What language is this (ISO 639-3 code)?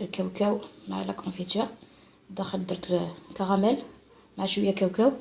arq